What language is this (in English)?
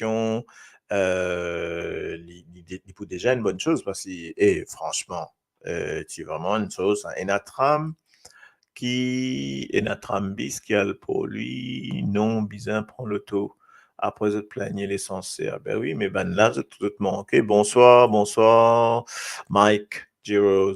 Morisyen